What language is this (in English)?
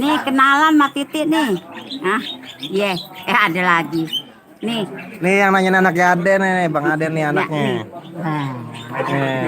Betawi